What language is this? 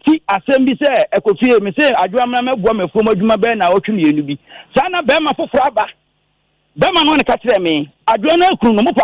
Akan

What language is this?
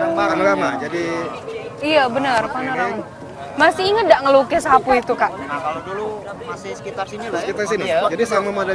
Musi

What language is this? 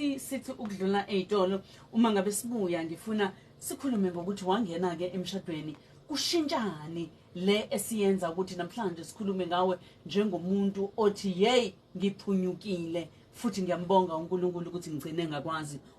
Zulu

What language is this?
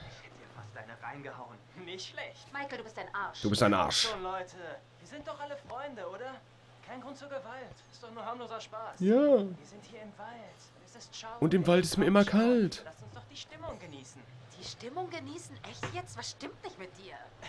German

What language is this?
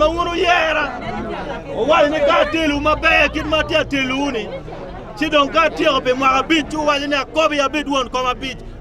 Acoli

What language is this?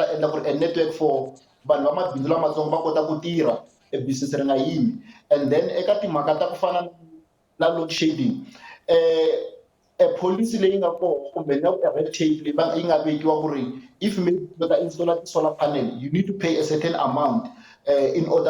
Tsonga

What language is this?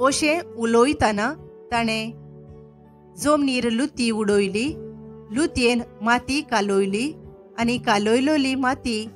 Konkani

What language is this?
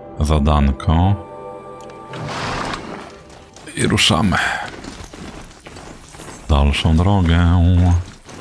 Polish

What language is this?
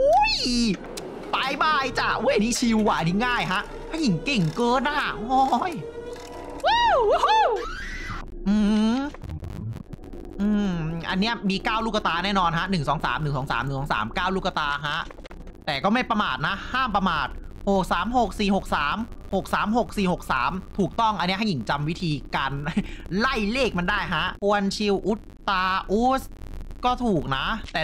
Thai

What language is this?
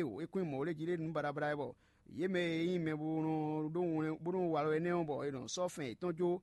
Fon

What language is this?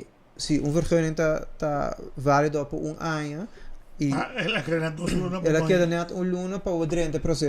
Papiamento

